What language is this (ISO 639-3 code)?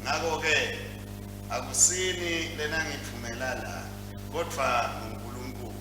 ssw